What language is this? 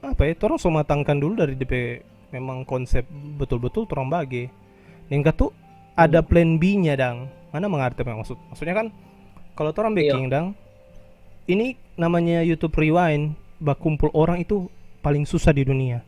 Manado Malay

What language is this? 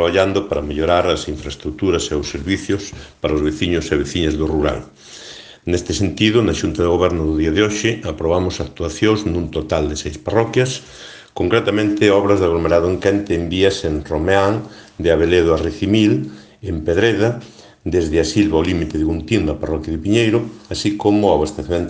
Galician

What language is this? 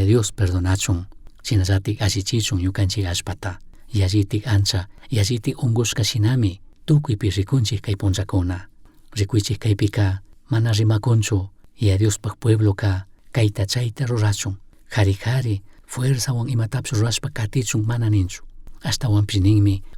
Chimborazo Highland Quichua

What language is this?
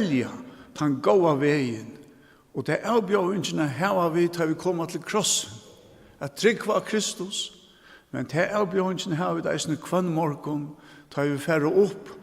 Faroese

